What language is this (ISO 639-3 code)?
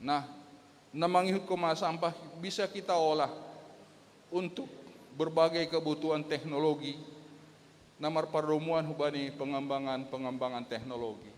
bts